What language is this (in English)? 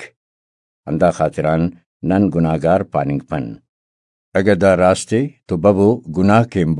Brahui